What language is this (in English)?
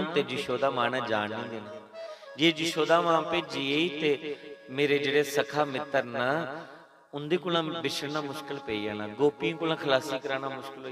Dogri